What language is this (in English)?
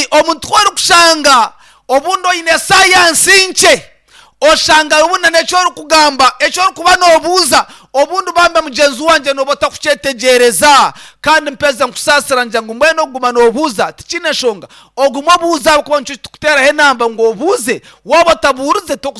Nyankole